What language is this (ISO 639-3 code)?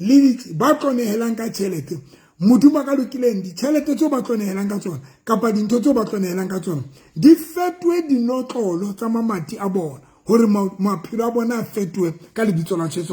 sot